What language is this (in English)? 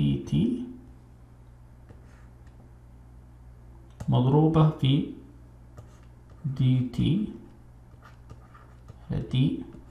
Arabic